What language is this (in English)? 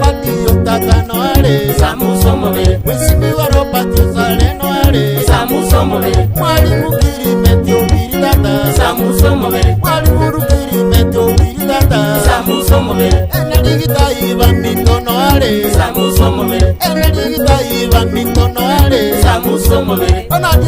Gusii